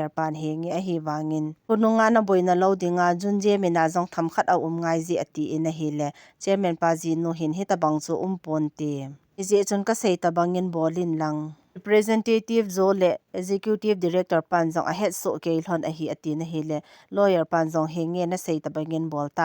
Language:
Thado Chin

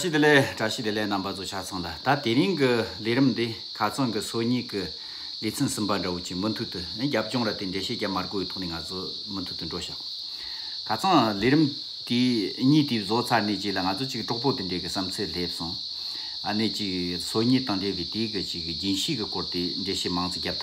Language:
Tibetan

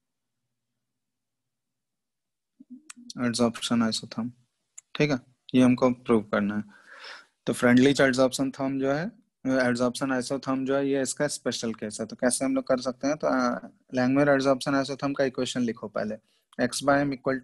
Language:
Hindi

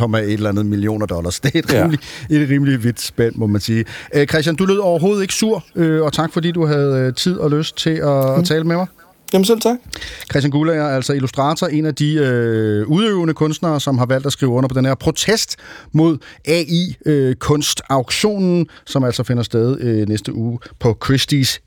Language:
Danish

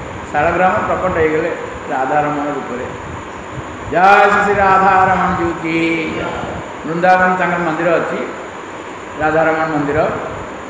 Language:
Odia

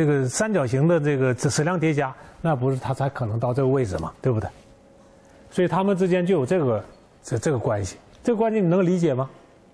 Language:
Chinese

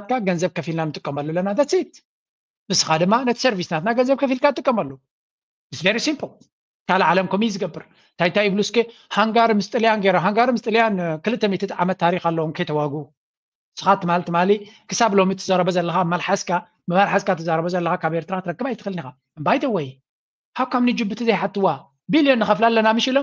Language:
Tigrinya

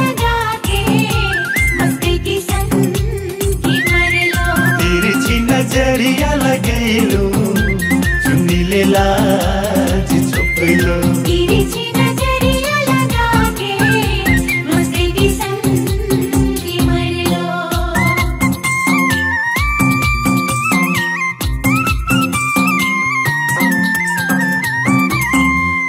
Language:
Bhojpuri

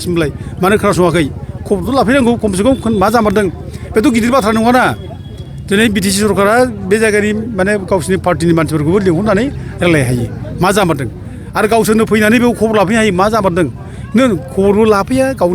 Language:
Bodo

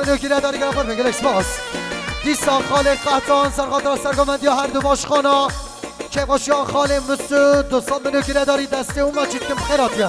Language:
Kurdish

